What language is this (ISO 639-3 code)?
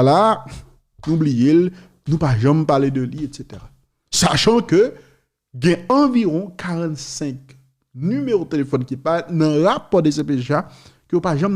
hat